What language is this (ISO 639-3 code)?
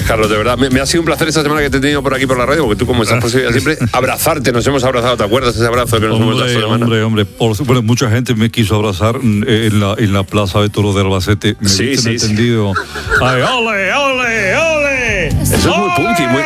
spa